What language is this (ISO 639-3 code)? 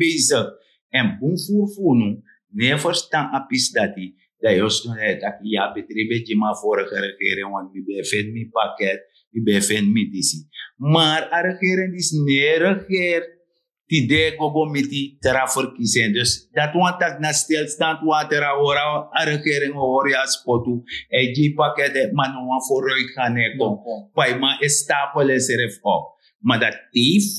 srn